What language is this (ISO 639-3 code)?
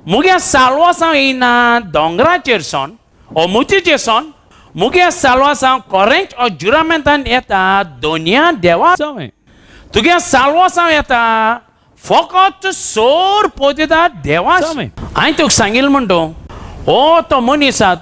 kok